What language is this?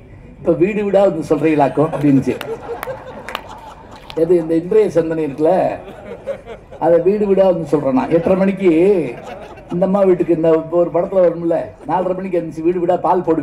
Tamil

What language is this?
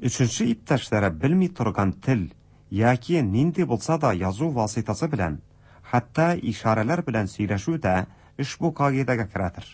Tatar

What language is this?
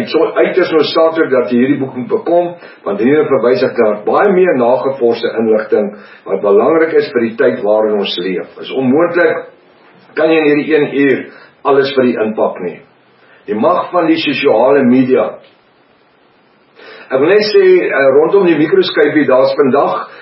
Afrikaans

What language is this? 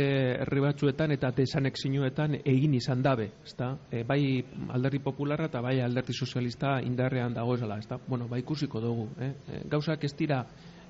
Basque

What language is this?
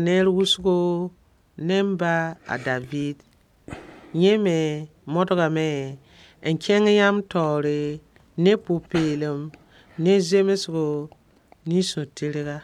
Mossi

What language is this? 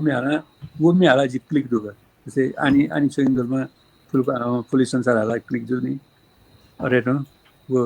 Newari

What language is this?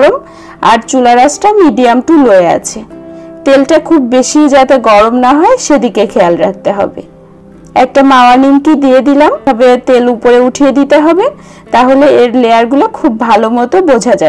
Bangla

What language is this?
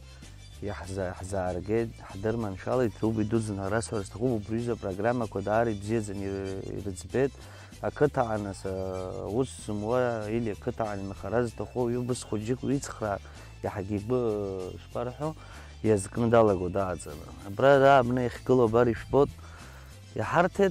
Abkhazian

